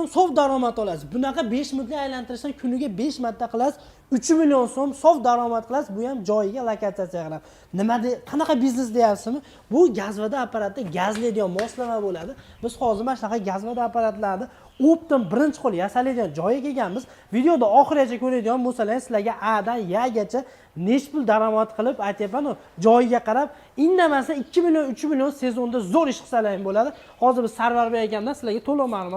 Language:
Uzbek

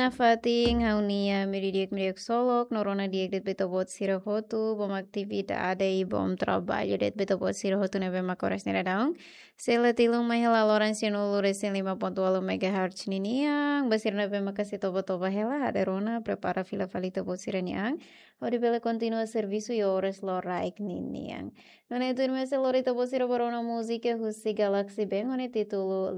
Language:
Tetum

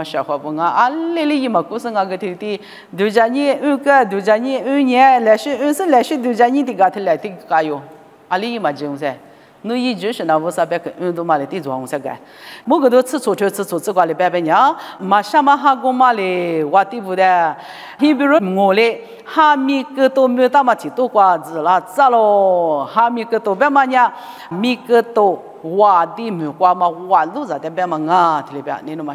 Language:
Lisu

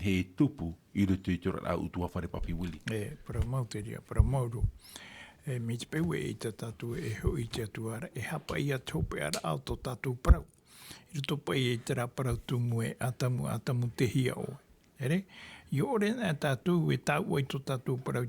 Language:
Tahitian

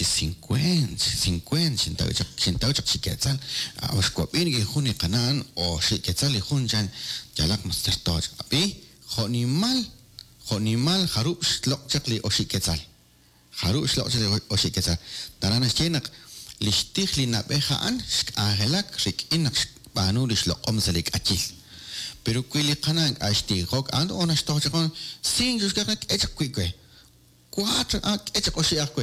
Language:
Kekchí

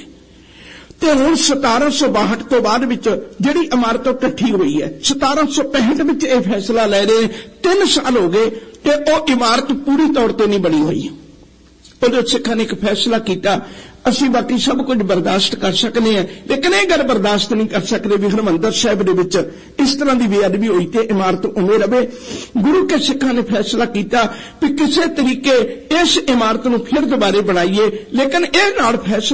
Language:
Punjabi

